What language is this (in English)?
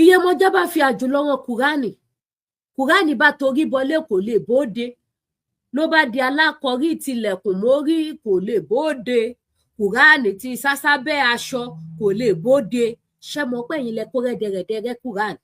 Yoruba